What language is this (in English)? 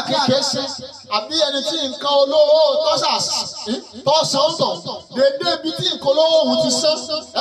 Yoruba